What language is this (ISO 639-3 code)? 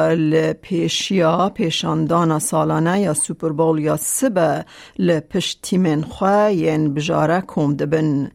kur